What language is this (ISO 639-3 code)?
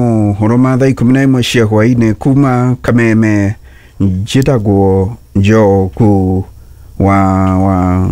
kik